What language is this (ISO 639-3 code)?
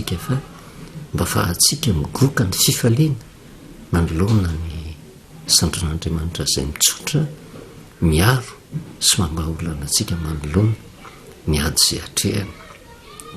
mlg